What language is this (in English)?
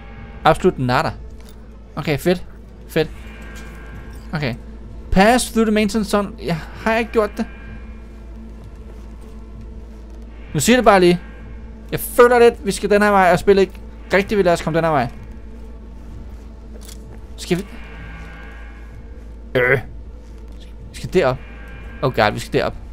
Danish